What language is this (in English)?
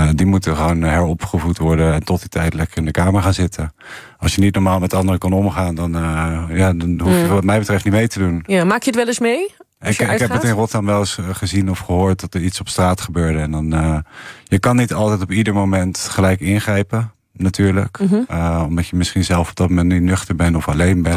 Dutch